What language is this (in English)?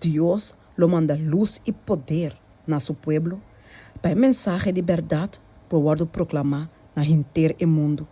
Papiamento